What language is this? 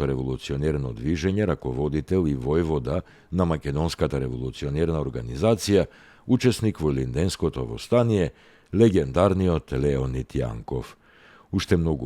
Macedonian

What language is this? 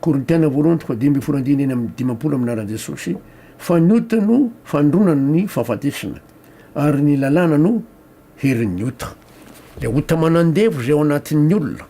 Malagasy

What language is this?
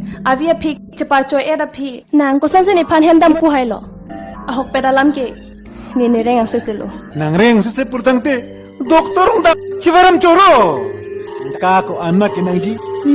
Karbi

